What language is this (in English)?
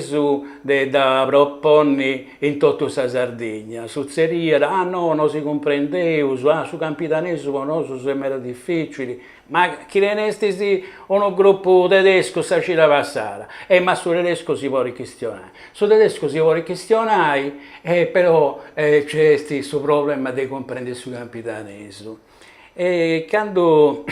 Sardinian